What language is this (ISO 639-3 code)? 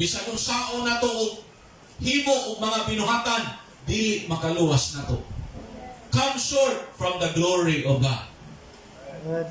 ceb